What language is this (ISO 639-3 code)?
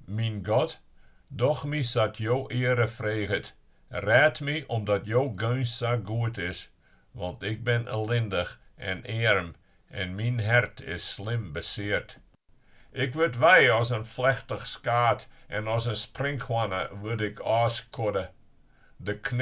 fry